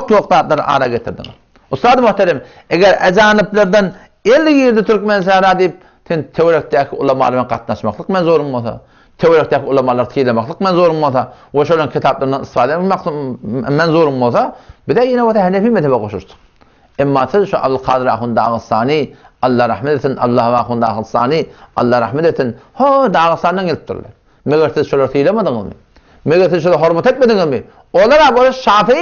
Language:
Turkmen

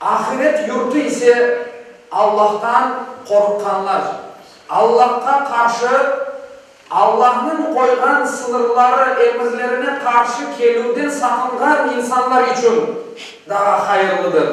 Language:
Crimean Tatar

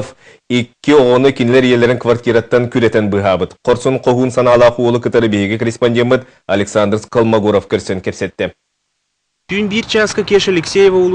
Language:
Yakut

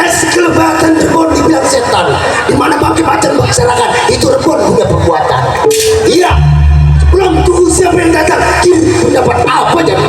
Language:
Betawi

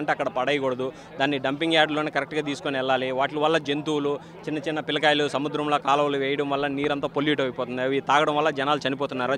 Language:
Telugu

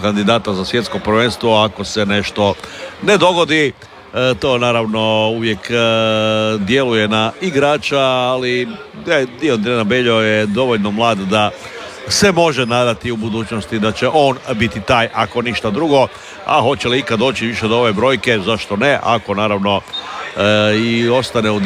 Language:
Croatian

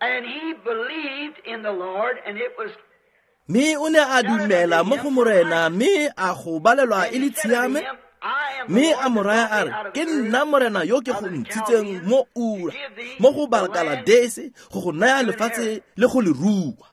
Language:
Tswana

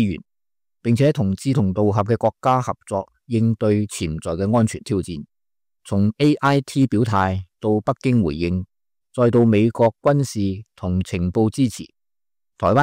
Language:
Cantonese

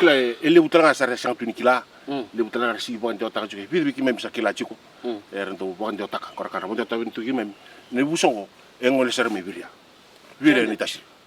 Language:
Fijian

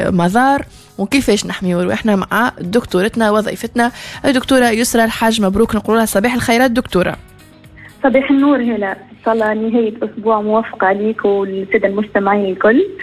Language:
Tunisian Arabic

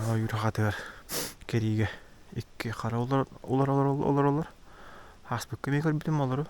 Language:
Yakut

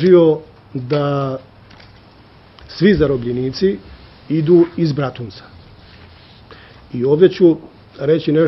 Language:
Bosnian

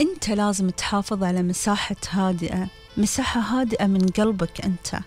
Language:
Gulf Arabic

